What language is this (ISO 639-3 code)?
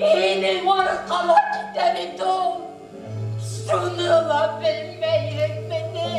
bak